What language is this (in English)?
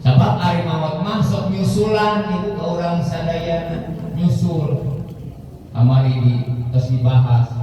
Sundanese